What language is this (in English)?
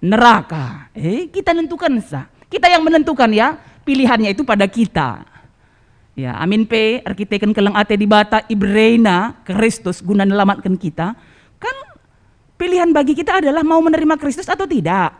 Batak Karo